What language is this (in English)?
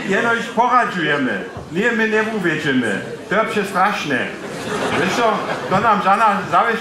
Upper Sorbian